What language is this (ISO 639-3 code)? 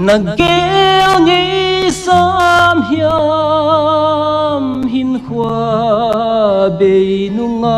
pck